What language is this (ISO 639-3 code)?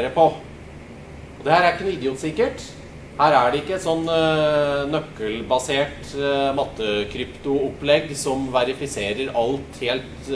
nor